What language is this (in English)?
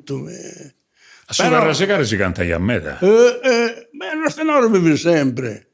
Sardinian